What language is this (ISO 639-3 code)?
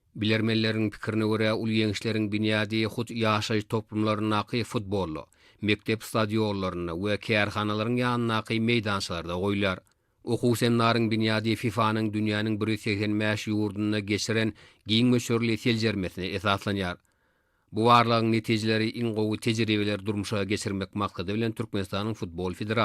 tuk